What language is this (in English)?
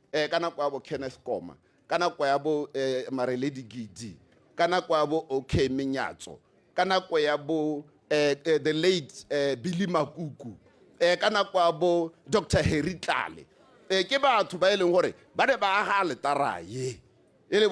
Tswana